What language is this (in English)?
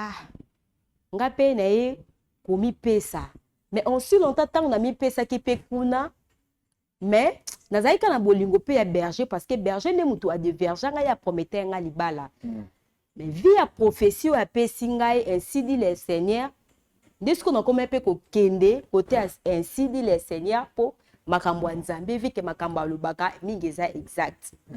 Lingala